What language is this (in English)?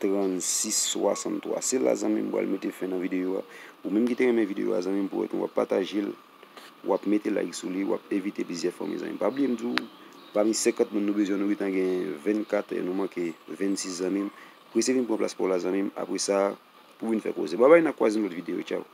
Haitian Creole